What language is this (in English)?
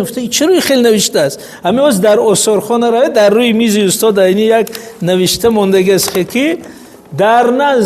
Tajik